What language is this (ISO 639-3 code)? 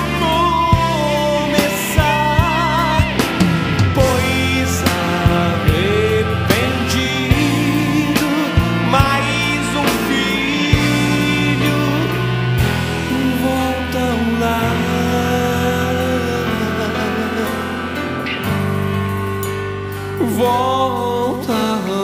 por